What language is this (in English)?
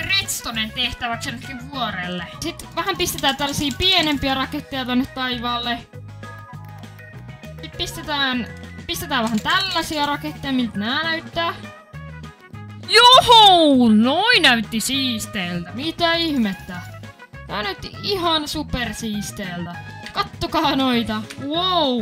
Finnish